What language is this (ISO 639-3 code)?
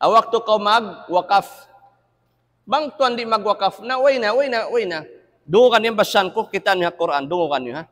tsg